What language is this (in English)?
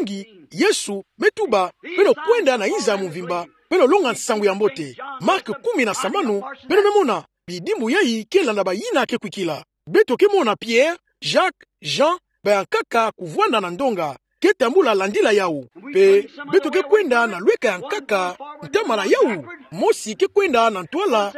Kituba (Democratic Republic of Congo)